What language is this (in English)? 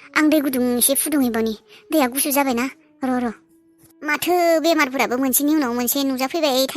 Bodo